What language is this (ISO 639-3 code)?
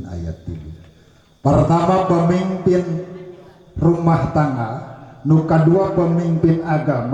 sun